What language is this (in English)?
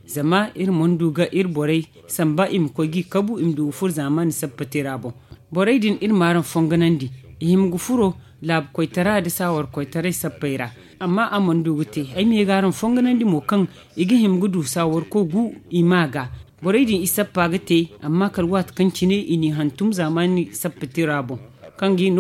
Zarma